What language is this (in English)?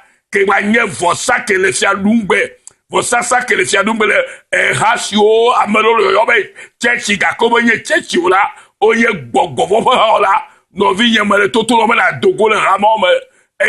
Ewe